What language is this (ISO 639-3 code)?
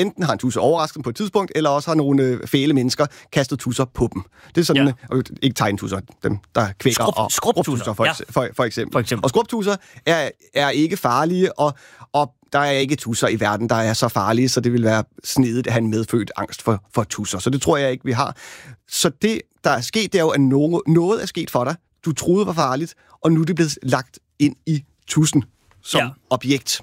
dan